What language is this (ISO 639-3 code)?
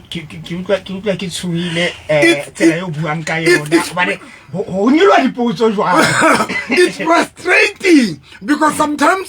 sot